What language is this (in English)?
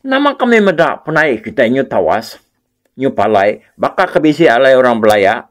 Iban